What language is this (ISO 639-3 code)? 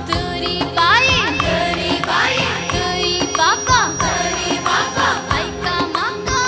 kok